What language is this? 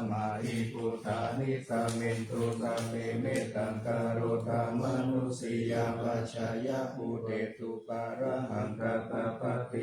Pali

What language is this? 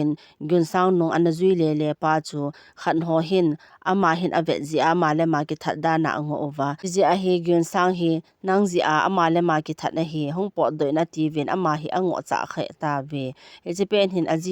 Thado Chin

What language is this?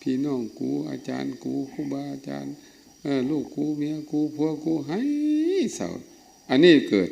Lao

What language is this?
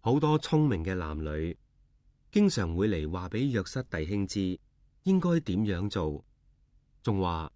Cantonese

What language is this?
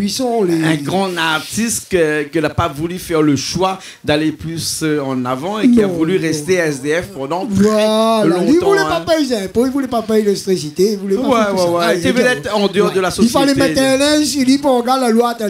Réunion Creole French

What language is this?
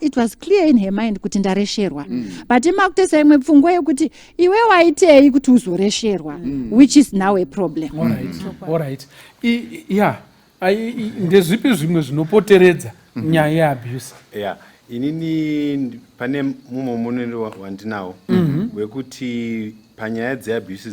Shona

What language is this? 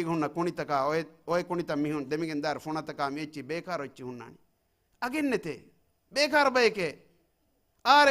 Divehi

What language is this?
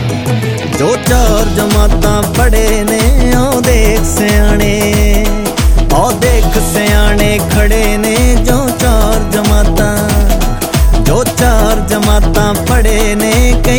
Punjabi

